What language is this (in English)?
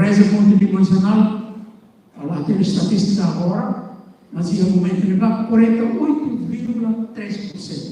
Tetum